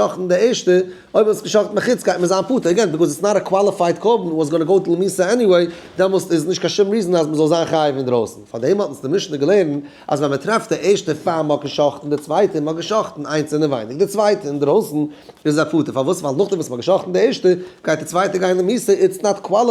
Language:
Yiddish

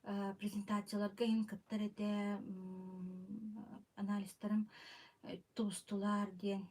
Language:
Yakut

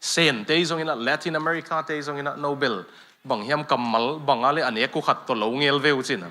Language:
Tedim Chin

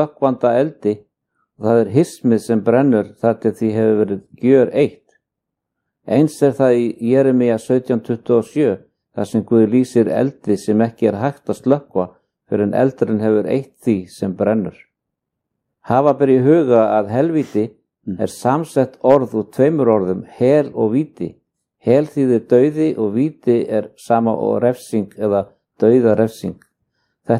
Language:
Icelandic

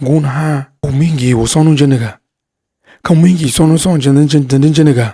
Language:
Tiv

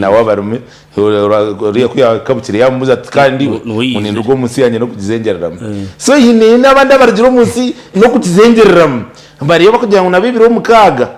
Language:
Nyankole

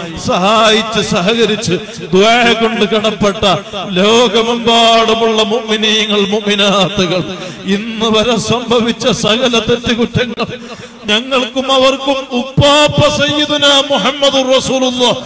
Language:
Malayalam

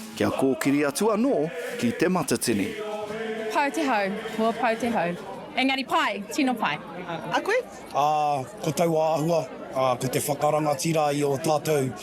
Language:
Māori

